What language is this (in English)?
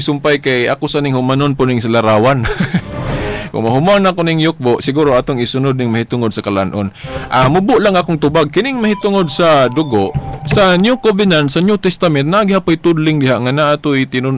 Cebuano